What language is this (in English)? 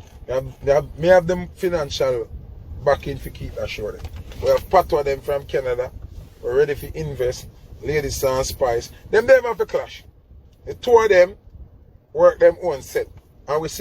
Jamaican Creole English